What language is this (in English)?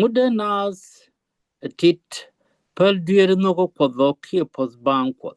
Nuer